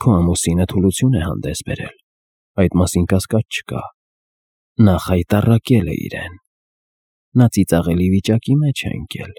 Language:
Armenian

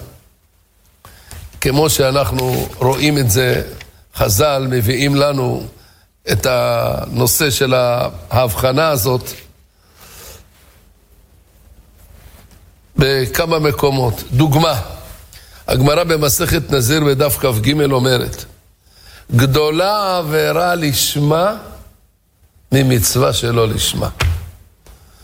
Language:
Hebrew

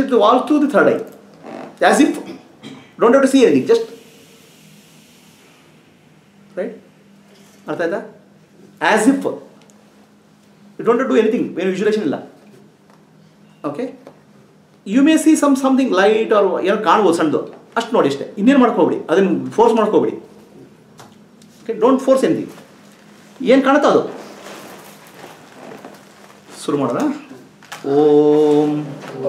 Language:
Kannada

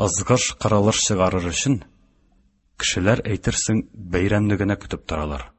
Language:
Tatar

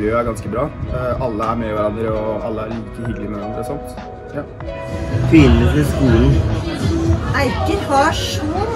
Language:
Norwegian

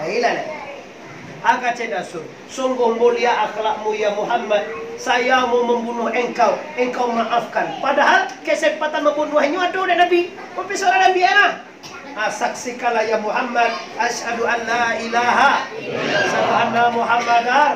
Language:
Minangkabau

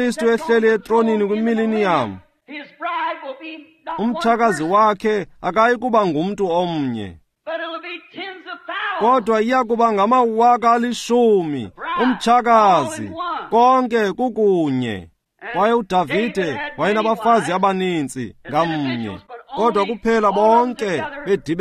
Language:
Xhosa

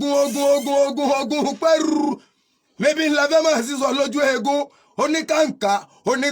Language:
Yoruba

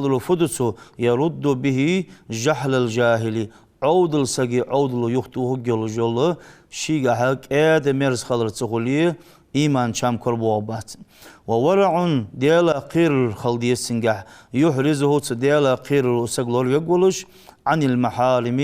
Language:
Ingush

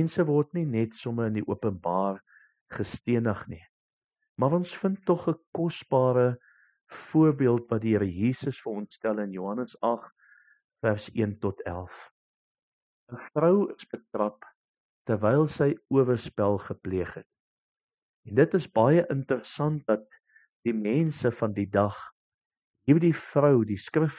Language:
Afrikaans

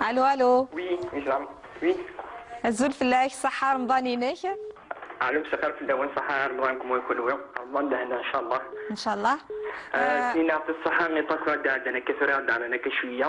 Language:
Kabyle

